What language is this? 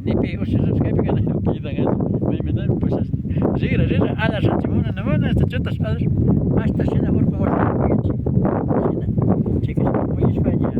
Imbabura Highland Quichua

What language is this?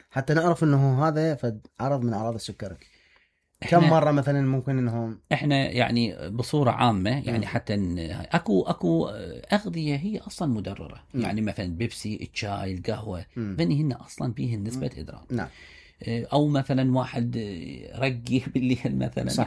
Mesopotamian Arabic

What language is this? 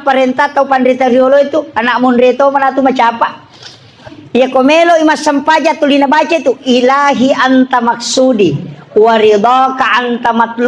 Buginese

